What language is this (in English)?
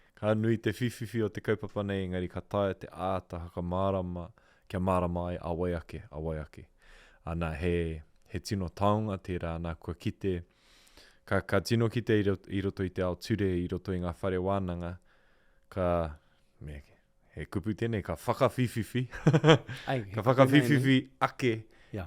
Māori